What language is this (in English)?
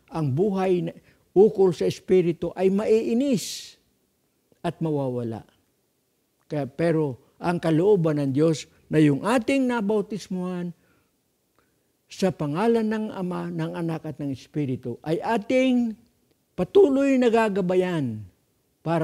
Filipino